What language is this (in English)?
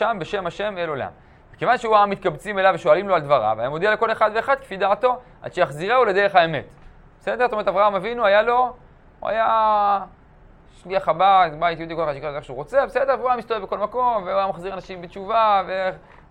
Hebrew